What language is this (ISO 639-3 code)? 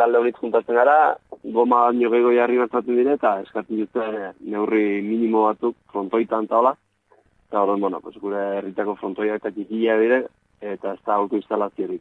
eus